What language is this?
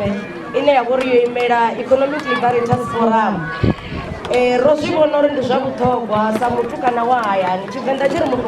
Venda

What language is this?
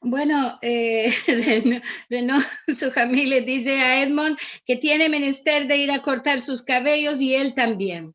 Ladino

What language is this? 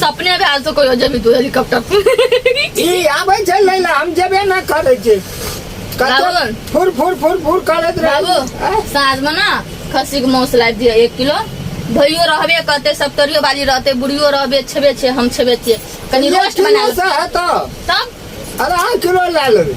Maithili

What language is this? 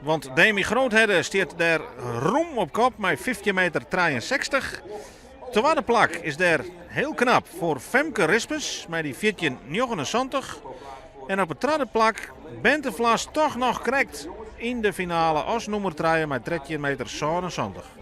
Western Frisian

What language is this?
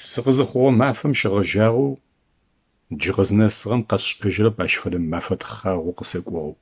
Adyghe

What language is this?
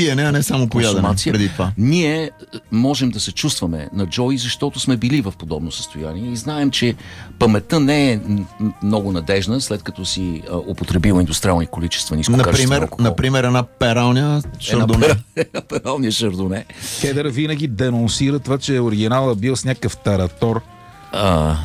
Bulgarian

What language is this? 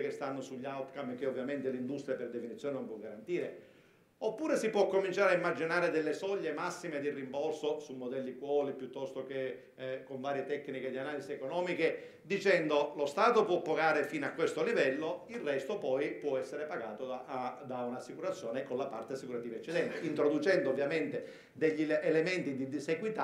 Italian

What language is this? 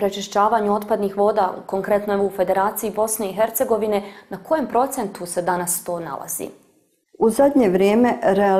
Bosnian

